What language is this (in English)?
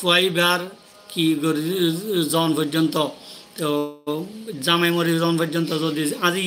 Rohingya